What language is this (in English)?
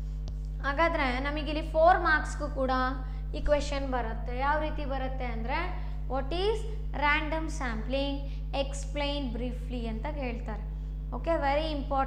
Kannada